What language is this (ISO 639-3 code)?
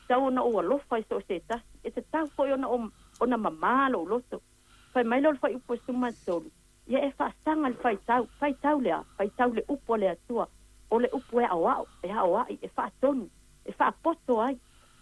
smo